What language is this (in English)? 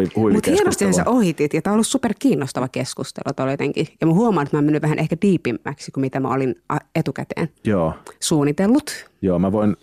Finnish